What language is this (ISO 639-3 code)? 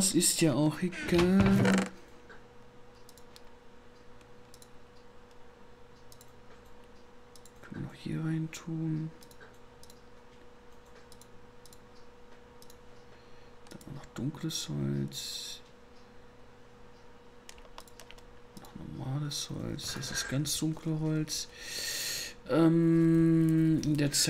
deu